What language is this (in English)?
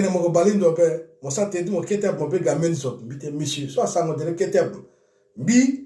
Sango